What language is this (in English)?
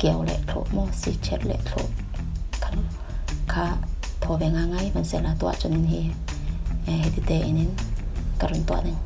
Falam Chin